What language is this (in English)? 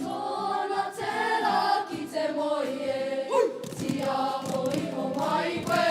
Māori